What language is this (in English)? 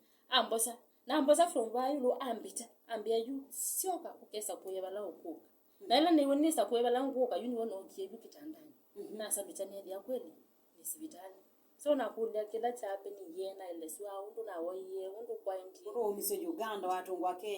Kamba